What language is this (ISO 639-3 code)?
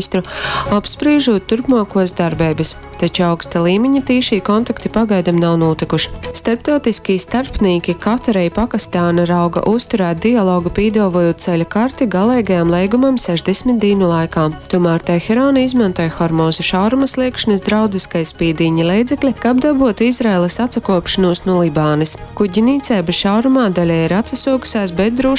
ltg